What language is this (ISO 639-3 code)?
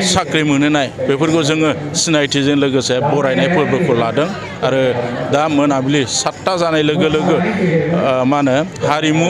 brx